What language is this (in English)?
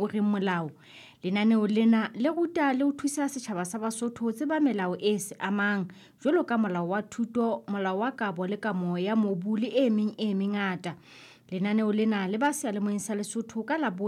Southern Sotho